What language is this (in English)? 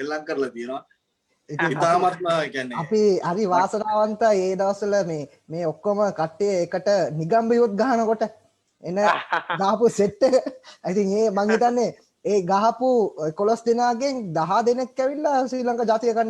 Sinhala